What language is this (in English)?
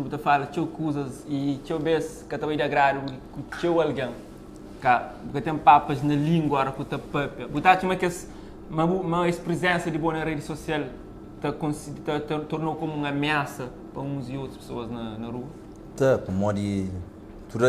Kabuverdianu